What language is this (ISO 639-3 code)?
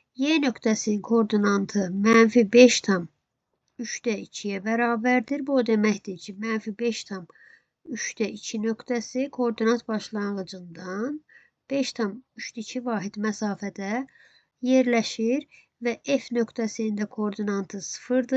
aze